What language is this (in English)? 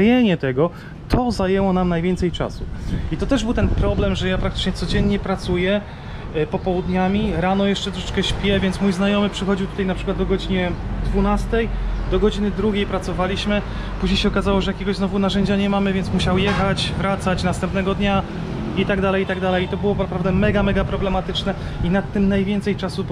Polish